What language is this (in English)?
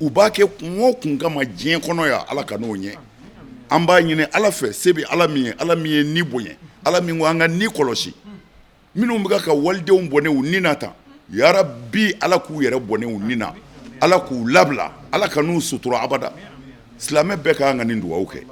Bambara